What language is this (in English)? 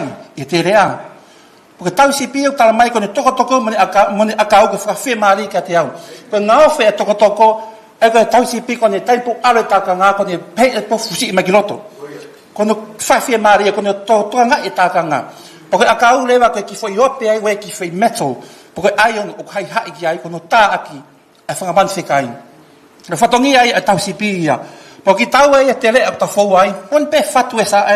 Tongan